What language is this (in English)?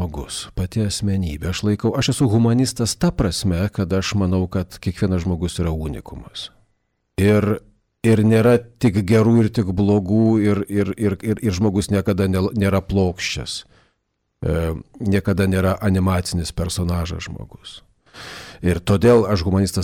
Lithuanian